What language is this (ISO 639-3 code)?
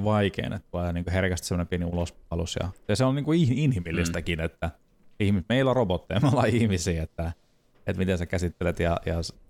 fin